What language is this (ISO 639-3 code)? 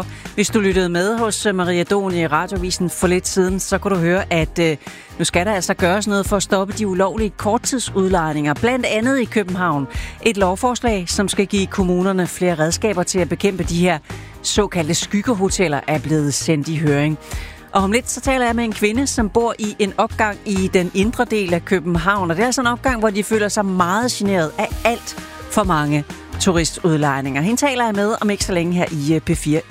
dan